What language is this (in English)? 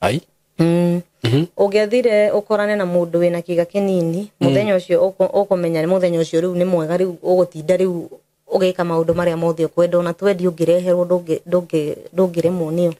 Kikuyu